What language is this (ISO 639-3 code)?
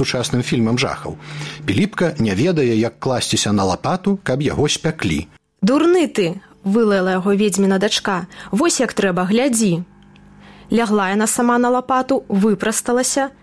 bel